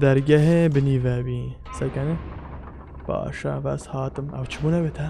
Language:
Kurdish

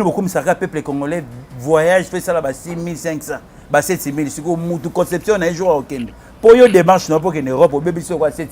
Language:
Lingala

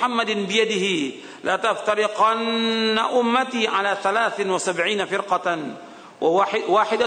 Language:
Indonesian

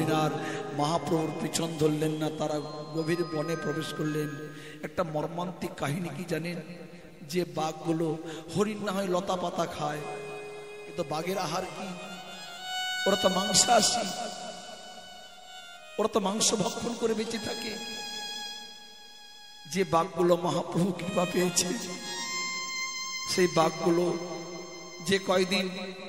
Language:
Bangla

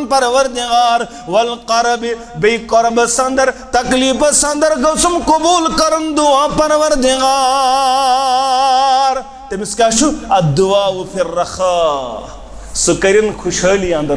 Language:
Kashmiri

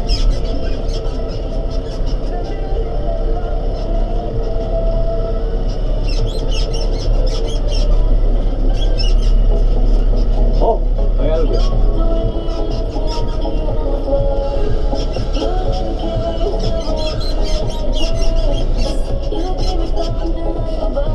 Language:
Polish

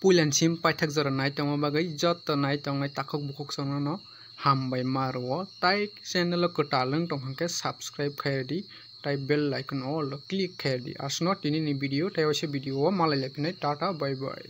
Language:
Kok Borok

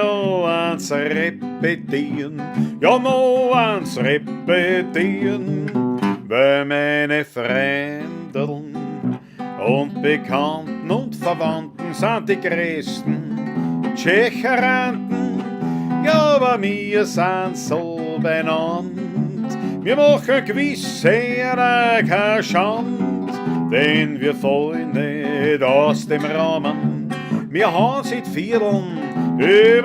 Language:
Bavarian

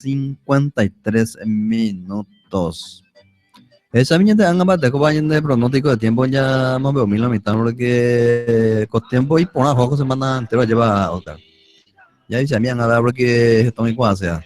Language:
Guarani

